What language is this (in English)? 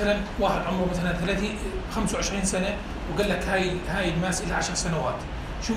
North Levantine Arabic